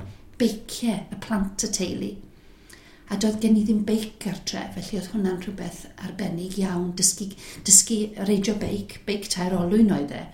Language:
Welsh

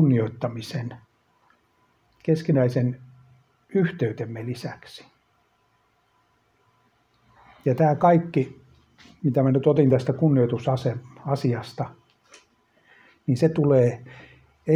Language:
Finnish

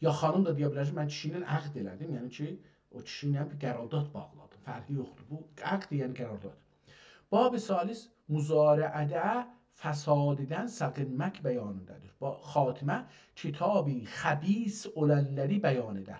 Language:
South Azerbaijani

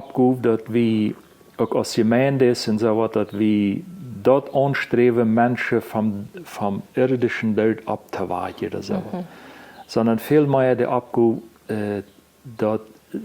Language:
Plautdietsch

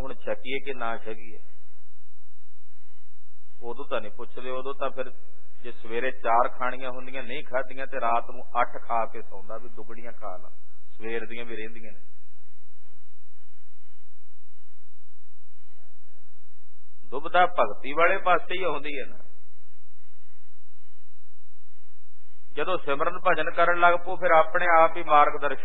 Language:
Punjabi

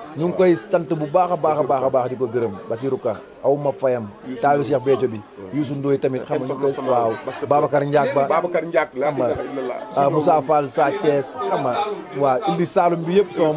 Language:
Wolof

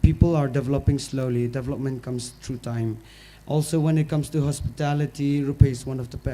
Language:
Tangkhul Naga (India)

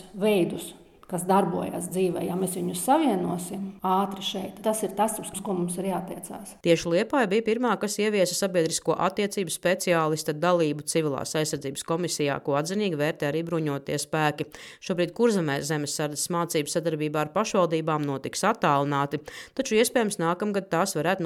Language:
Latvian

